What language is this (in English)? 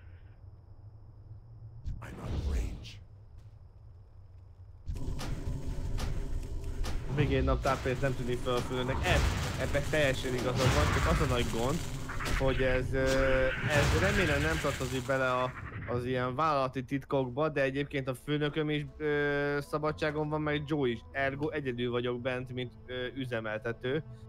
Hungarian